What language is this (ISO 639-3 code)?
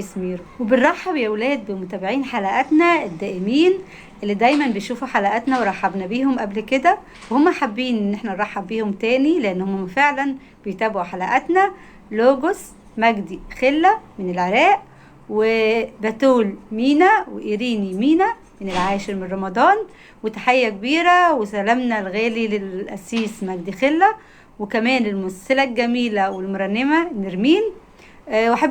arz